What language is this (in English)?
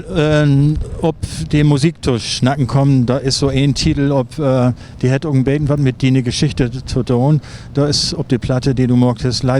Low German